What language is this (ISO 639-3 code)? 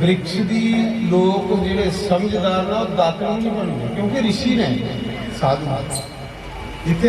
doi